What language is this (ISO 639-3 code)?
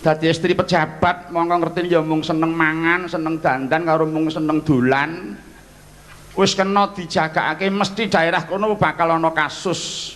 jav